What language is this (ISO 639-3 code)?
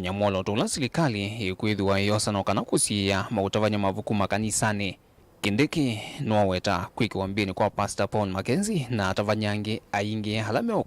kam